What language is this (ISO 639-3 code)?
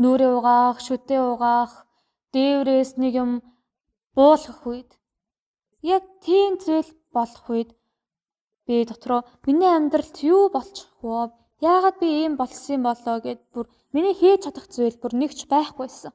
mon